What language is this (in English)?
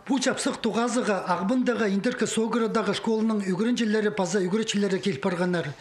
Khakas